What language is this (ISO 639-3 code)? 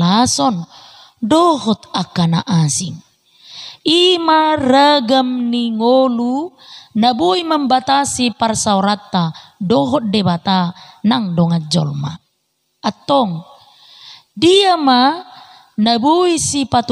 bbc